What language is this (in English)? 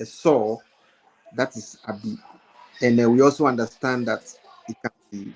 Ewe